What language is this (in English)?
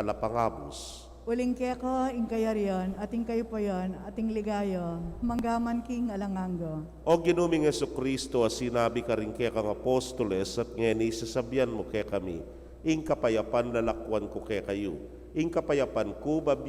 Pampanga